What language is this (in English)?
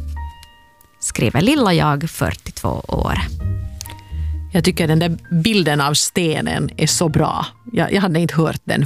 Swedish